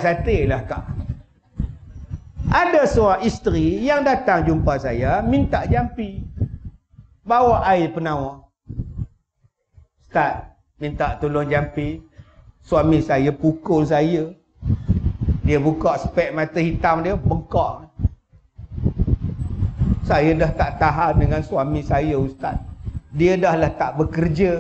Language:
Malay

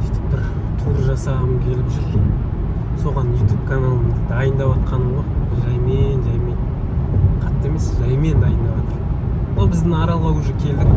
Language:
Kazakh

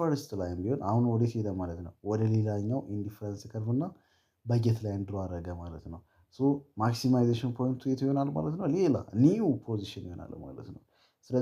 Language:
Amharic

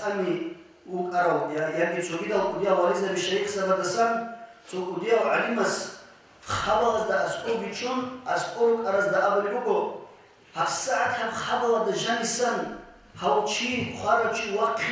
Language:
Avaric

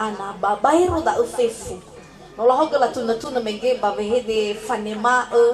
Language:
Nias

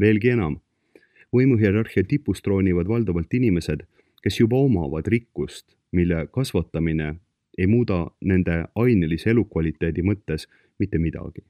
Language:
Estonian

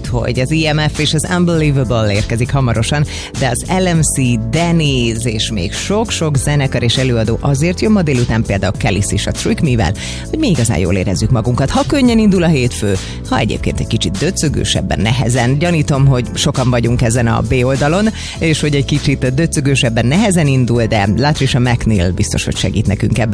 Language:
Hungarian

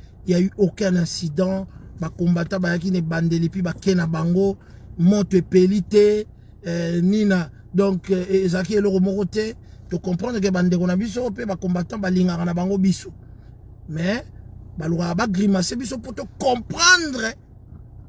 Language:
Lingala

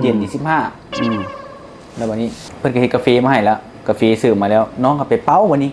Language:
Lao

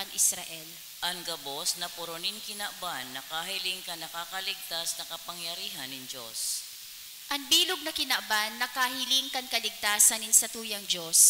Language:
Bikol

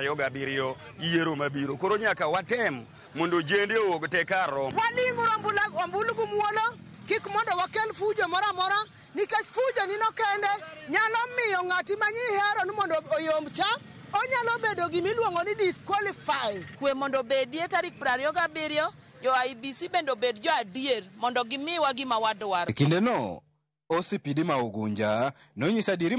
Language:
Luo (Kenya and Tanzania)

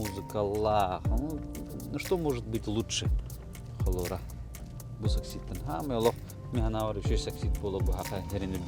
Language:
Yakut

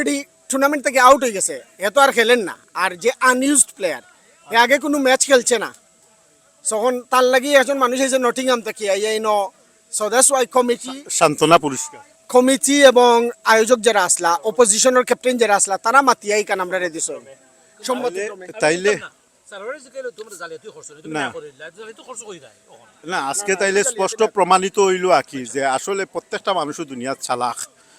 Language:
Sylheti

